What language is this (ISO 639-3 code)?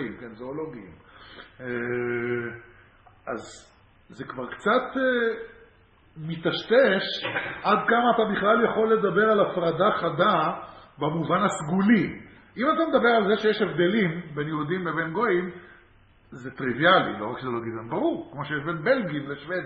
heb